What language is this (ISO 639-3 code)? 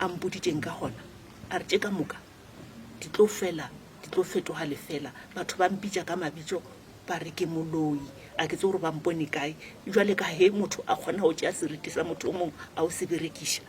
nso